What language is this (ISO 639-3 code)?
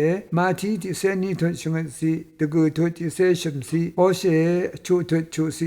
raw